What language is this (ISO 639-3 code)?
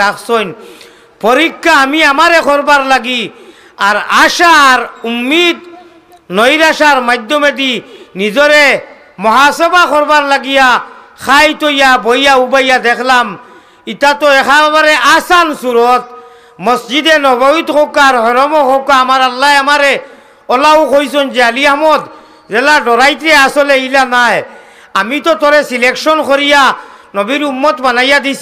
syl